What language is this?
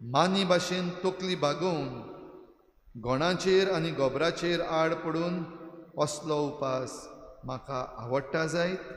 Konkani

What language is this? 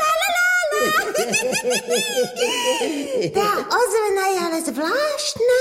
Slovak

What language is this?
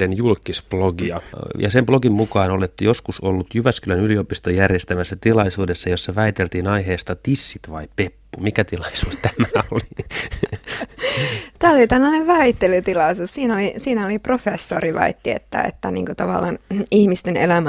Finnish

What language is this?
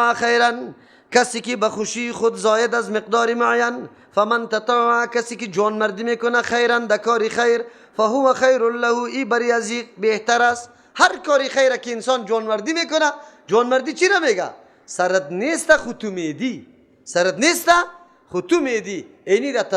Persian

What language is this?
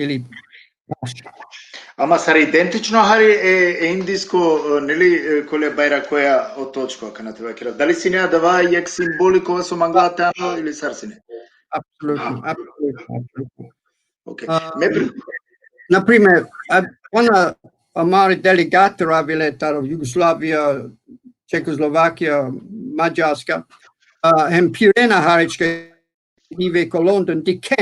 Balkan Romani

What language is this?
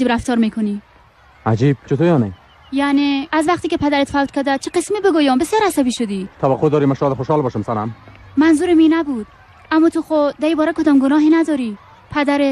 Persian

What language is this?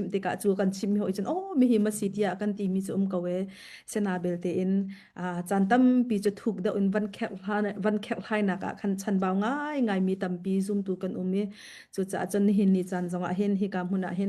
Hakha Chin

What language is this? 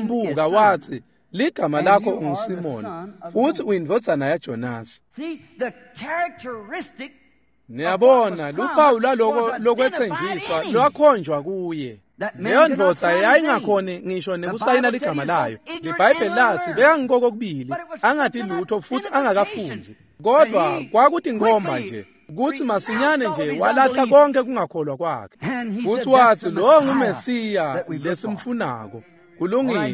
Swati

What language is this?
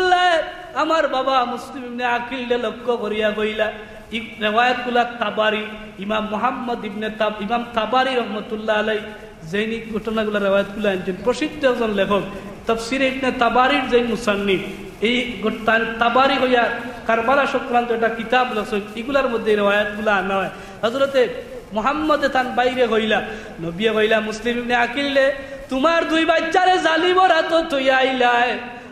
Sylheti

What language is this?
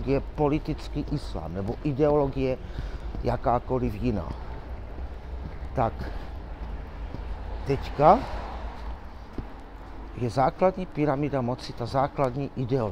Czech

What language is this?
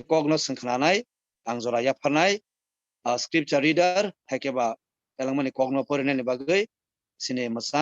Kok Borok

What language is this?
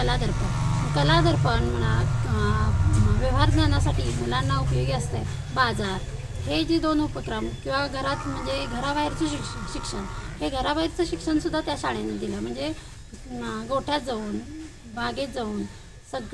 Marathi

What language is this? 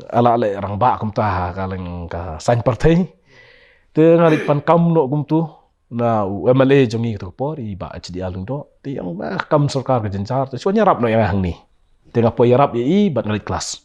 Khasi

